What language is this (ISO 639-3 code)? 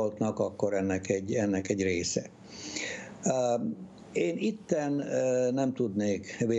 hun